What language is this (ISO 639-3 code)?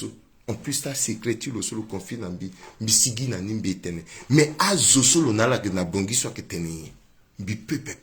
sag